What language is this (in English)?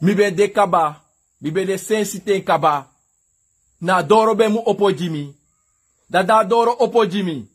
Sranan Tongo